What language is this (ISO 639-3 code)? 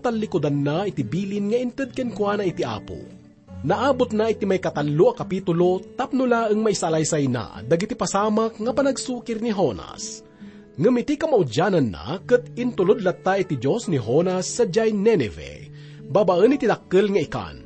ilo